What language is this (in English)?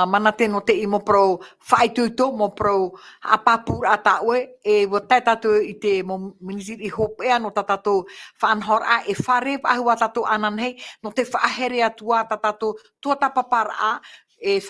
Tahitian